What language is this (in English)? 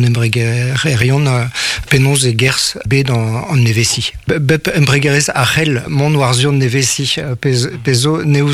Breton